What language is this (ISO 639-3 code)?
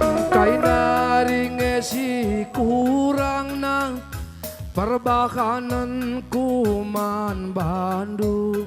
btx